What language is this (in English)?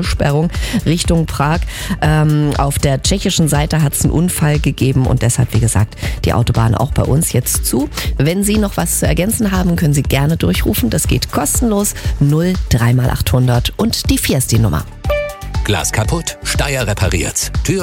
German